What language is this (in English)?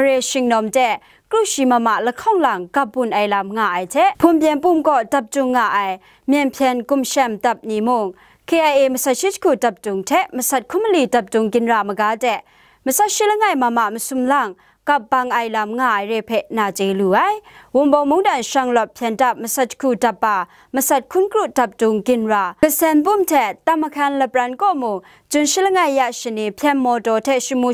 Kachin